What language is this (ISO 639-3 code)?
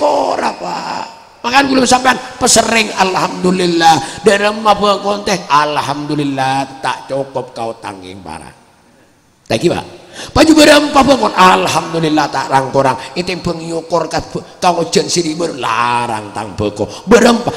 mad